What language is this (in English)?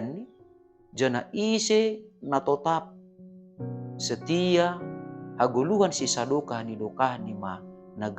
Batak Simalungun